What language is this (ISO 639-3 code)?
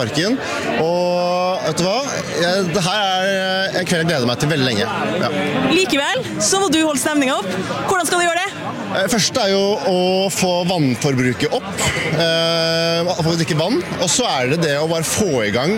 nor